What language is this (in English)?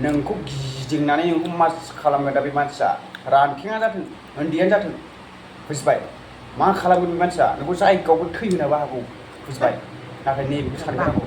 Bodo